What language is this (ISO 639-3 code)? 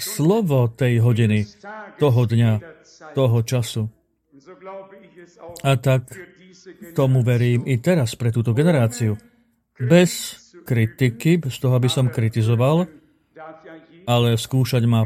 slk